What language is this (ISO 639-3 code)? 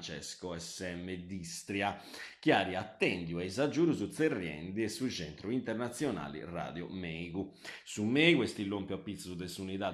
srd